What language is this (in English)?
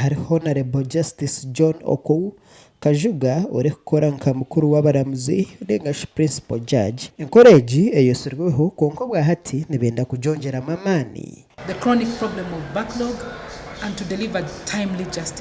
Nyankole